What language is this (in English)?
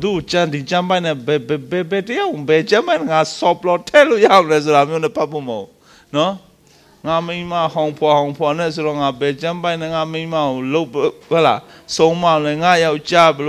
Burmese